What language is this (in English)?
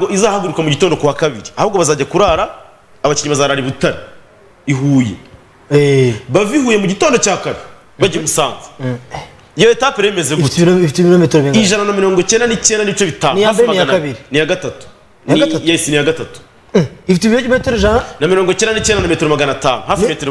Kinyarwanda